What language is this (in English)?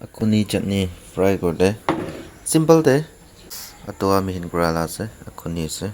Naga Pidgin